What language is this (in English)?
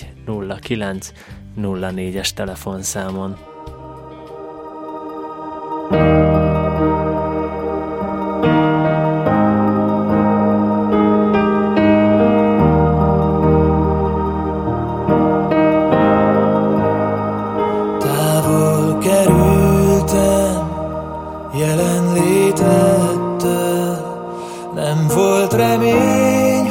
Hungarian